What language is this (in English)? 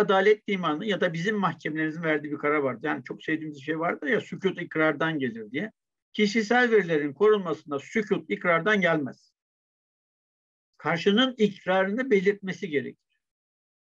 Turkish